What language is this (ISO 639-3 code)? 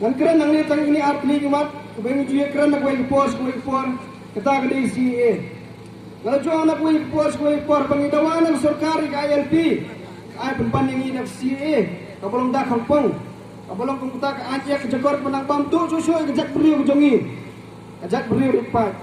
kha